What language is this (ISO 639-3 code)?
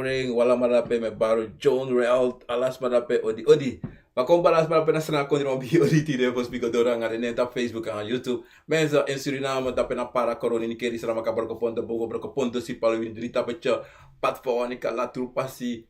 srn